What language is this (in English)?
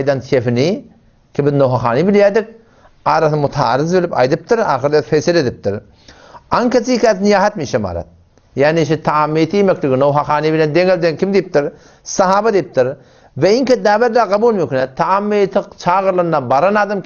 Turkmen